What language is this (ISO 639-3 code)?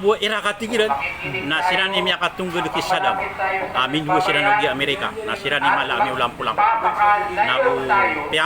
mrw